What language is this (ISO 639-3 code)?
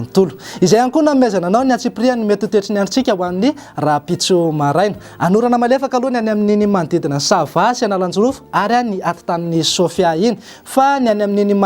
mlg